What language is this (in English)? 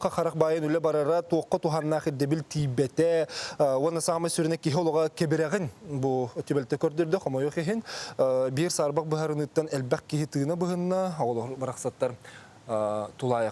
Yakut